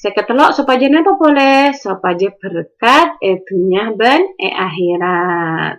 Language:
Madurese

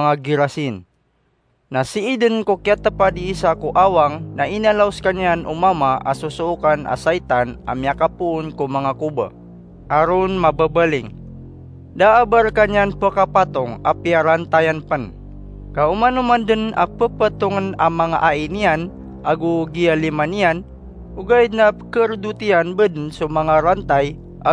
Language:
Maranao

